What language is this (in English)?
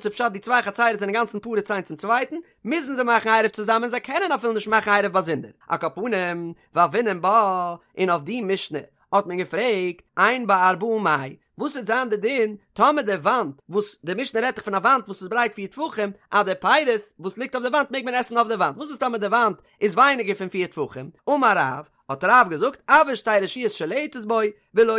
Yiddish